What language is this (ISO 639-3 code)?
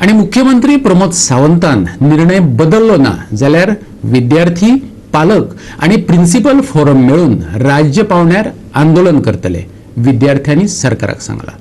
kok